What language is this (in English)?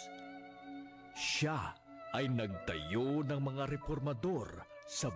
Filipino